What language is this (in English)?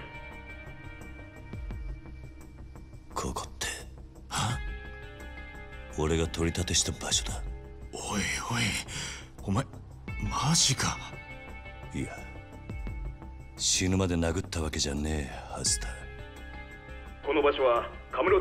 Japanese